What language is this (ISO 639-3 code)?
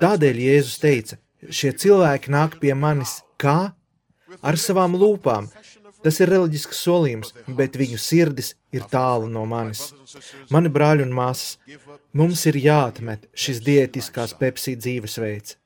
lav